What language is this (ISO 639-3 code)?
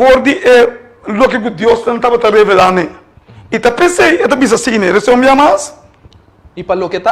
pap